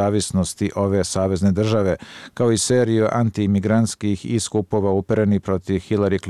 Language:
Croatian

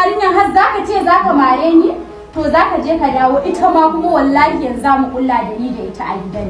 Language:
Hausa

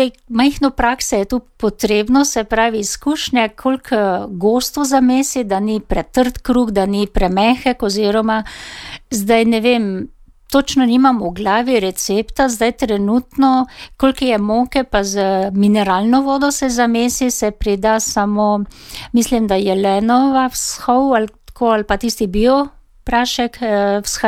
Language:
Slovenian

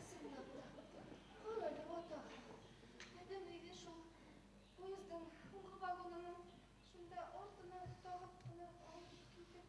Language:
Bashkir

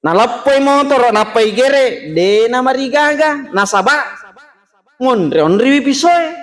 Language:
Buginese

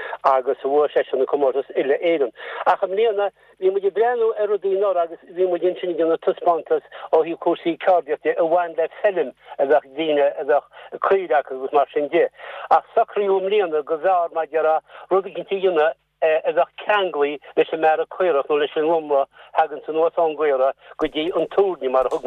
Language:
Irish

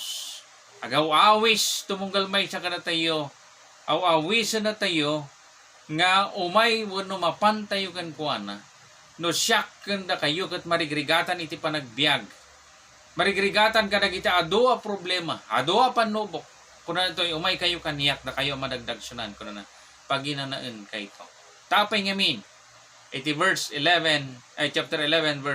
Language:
Iloko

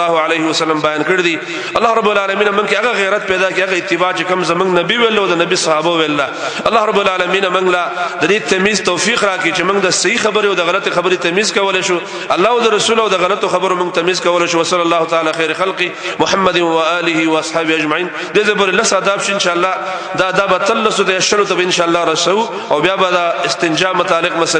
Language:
Pashto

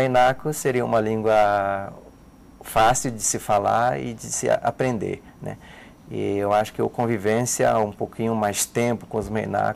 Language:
Portuguese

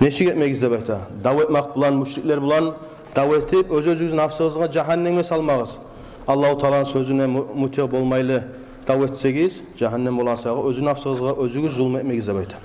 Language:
Kumyk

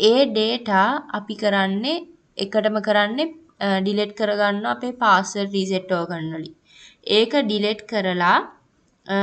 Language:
Sinhala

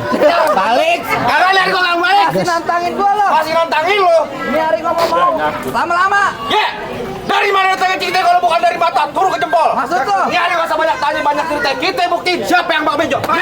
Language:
Betawi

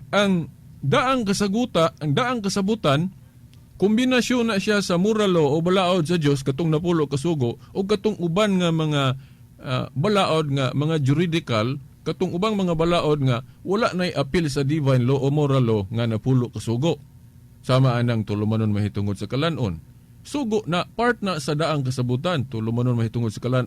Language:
Cebuano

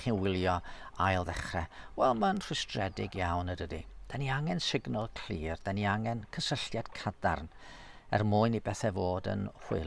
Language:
Welsh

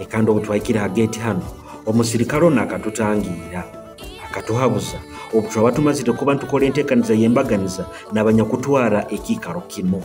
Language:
Nyoro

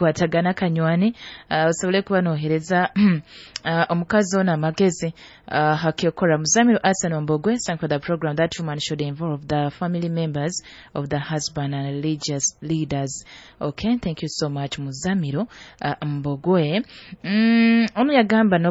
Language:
Nyoro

